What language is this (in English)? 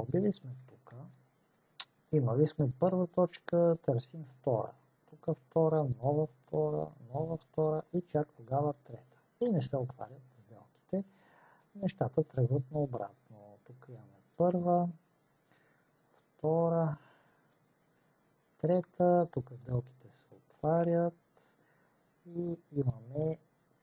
Bulgarian